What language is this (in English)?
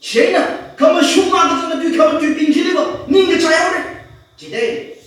Tangkhul Naga (India)